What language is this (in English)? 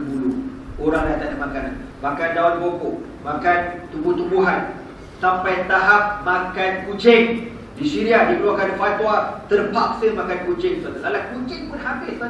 Malay